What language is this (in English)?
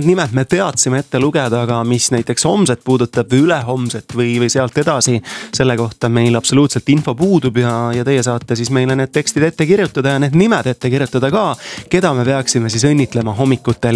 Estonian